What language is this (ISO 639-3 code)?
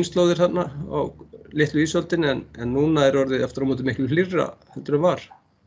isl